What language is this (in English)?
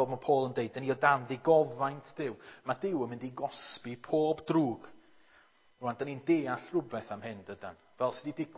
Welsh